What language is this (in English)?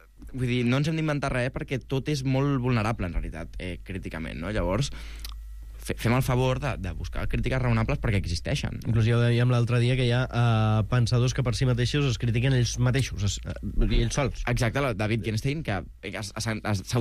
Catalan